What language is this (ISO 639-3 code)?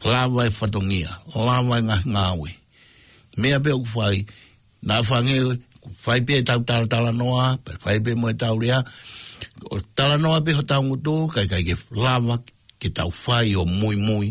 ton